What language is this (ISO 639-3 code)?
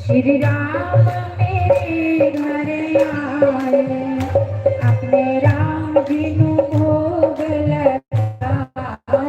doi